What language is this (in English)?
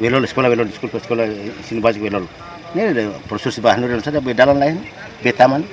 Tetum